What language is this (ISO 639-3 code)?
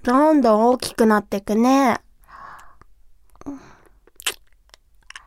jpn